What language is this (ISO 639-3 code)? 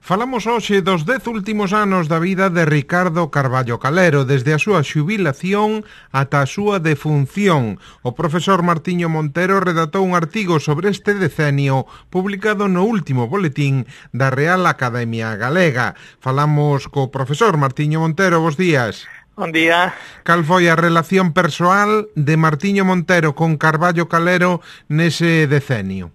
glg